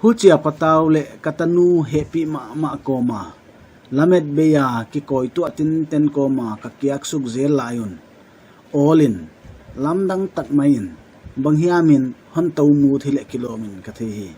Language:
Paite Chin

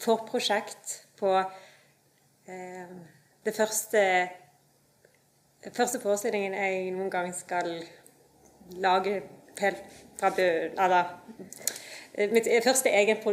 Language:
Norwegian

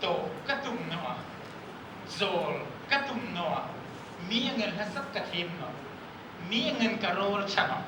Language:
Hmar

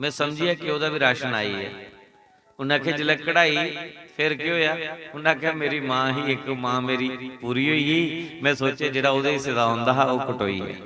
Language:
Dogri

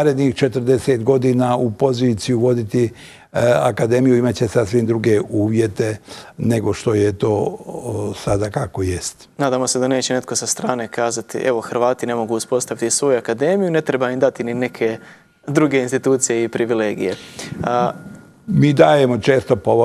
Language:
Bosnian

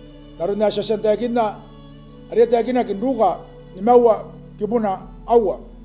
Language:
Gilbertese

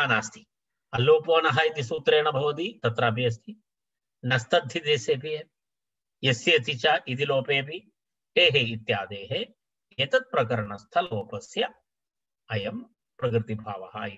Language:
Sanskrit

